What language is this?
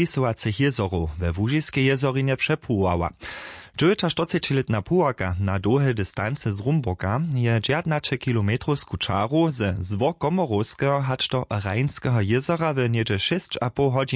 Upper Sorbian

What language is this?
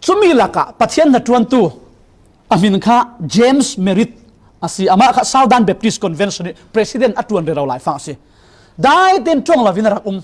Falam Chin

